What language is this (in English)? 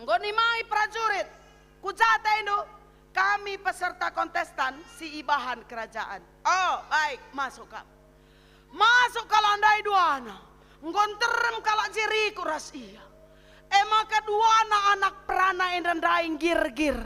Batak Karo